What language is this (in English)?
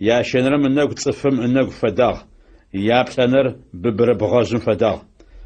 Adyghe